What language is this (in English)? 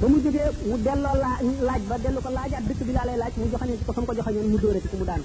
Wolof